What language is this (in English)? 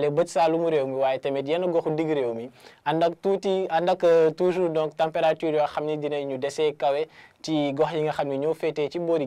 Wolof